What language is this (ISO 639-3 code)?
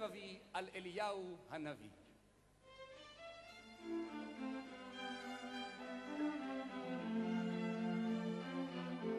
heb